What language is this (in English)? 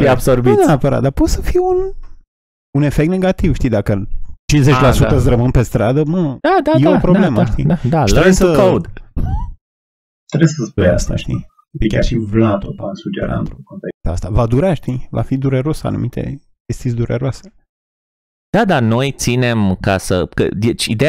Romanian